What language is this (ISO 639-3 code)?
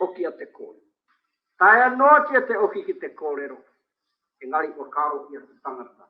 mri